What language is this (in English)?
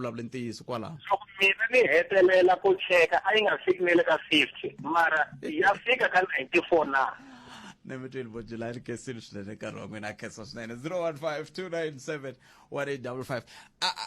Tsonga